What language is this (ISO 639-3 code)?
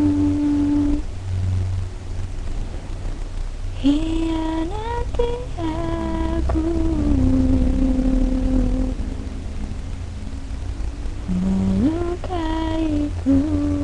ind